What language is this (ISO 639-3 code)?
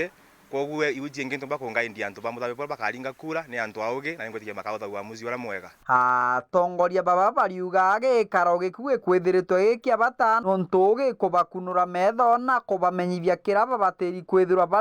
mer